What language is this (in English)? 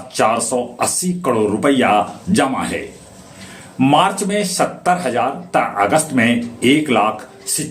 Magahi